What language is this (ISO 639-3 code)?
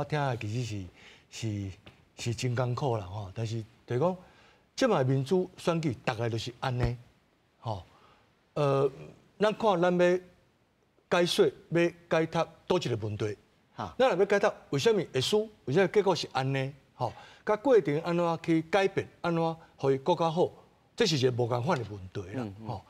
nan